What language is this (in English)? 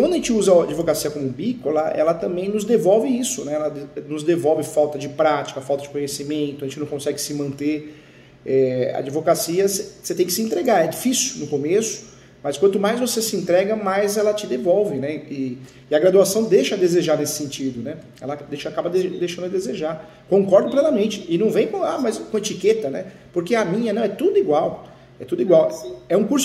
Portuguese